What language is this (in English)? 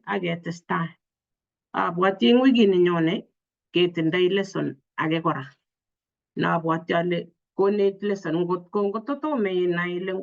Kalenjin